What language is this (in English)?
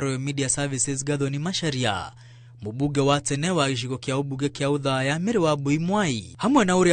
Kikuyu